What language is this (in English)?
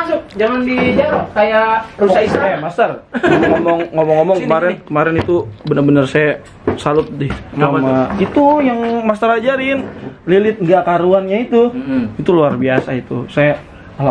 Betawi